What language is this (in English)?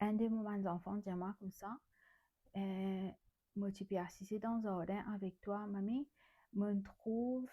Morisyen